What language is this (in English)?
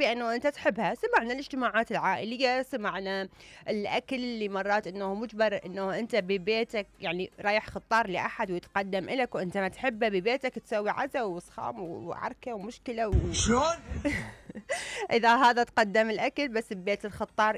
Mesopotamian Arabic